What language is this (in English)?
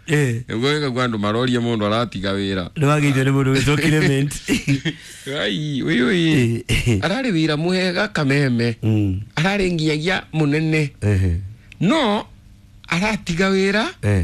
Kikuyu